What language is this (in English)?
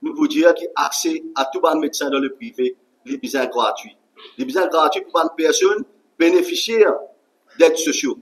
Morisyen